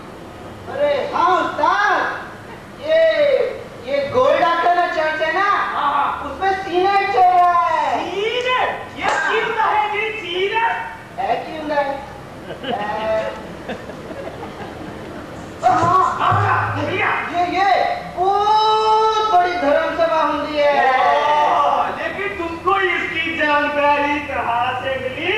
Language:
Hindi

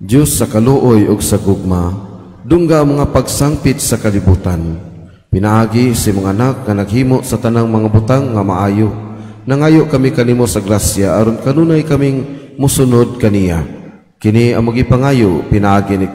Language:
Cebuano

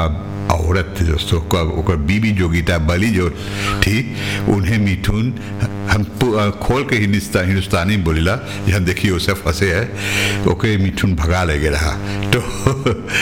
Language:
Bhojpuri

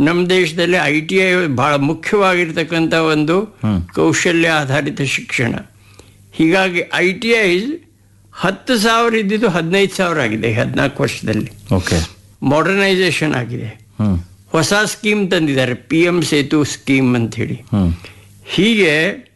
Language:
Kannada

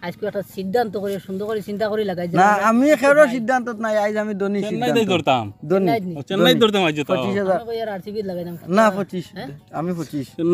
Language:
Sylheti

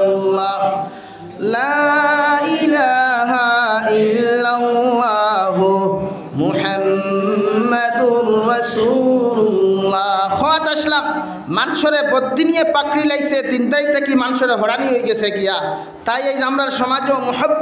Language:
Sylheti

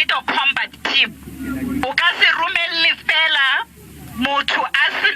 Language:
Northern Sotho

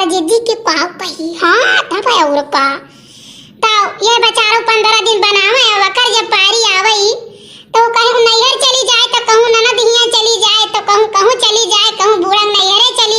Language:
Awadhi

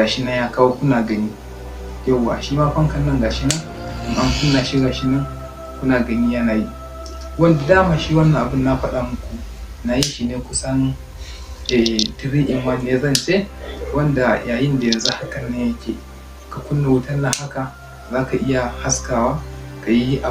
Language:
Hausa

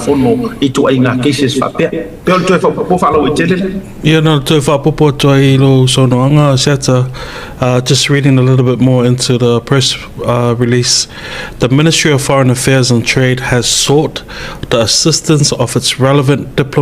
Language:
Samoan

